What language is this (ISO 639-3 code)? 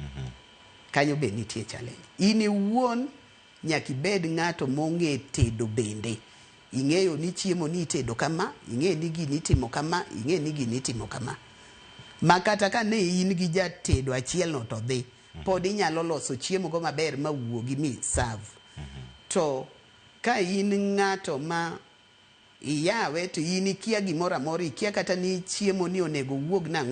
luo